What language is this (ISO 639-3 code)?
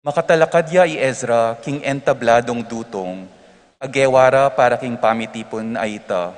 pam